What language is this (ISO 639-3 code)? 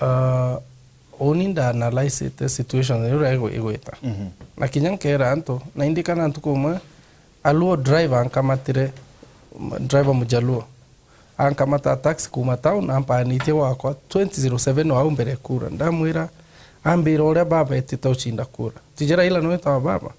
mer